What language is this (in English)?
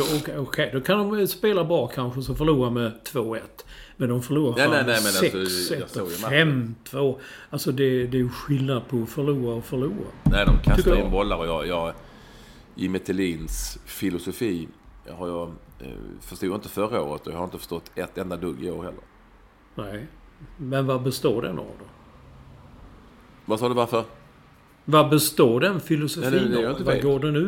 Swedish